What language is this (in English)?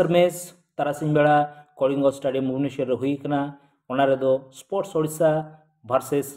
Santali